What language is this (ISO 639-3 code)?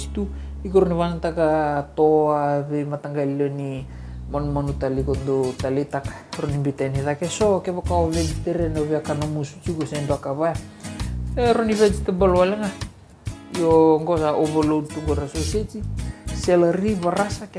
fij